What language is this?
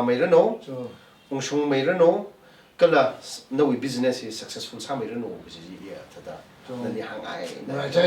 Tangkhul Naga (India)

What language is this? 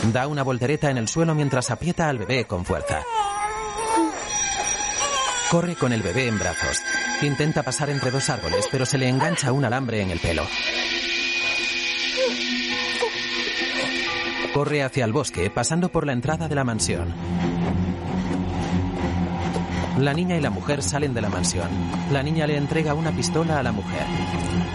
Spanish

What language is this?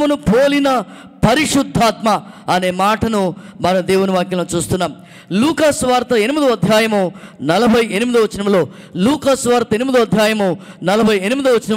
Telugu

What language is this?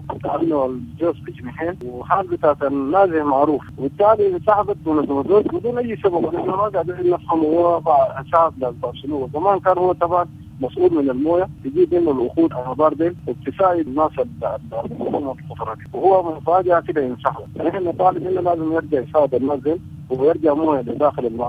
Sudanese Arabic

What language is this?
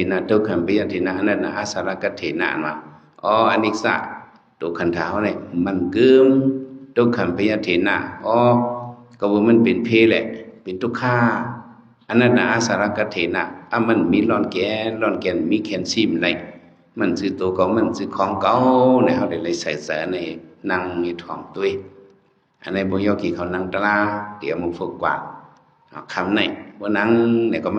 Shan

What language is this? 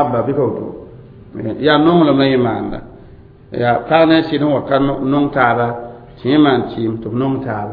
Mossi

